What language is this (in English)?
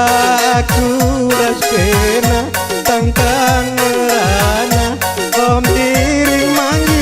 Batak Karo